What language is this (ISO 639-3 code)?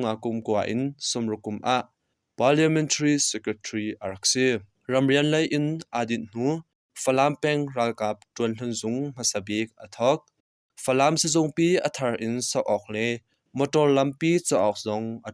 cnh